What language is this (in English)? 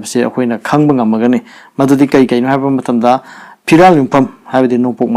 Manipuri